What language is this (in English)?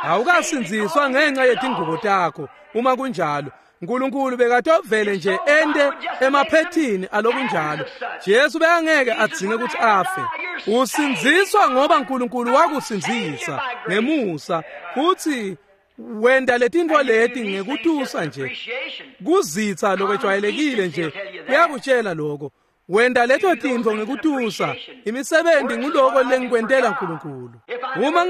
Swati